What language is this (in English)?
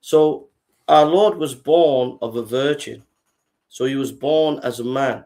English